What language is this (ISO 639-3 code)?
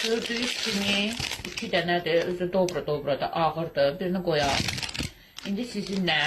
aze